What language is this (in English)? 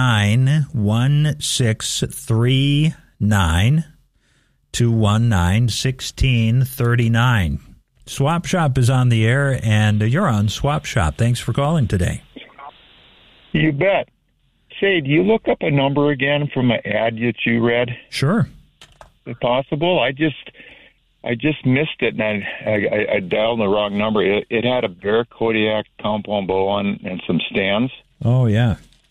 English